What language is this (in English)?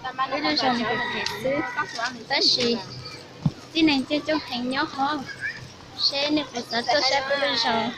Hmong